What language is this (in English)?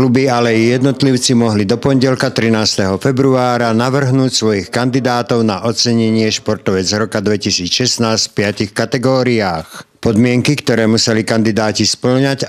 Slovak